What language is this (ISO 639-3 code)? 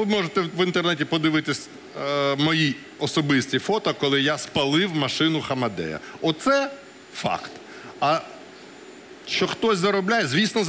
ukr